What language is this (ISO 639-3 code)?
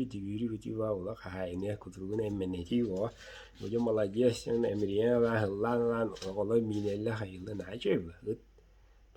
sah